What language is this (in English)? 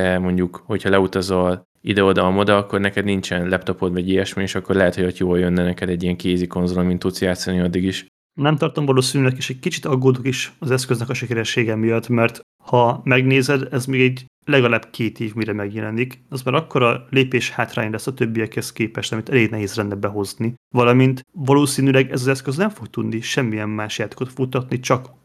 Hungarian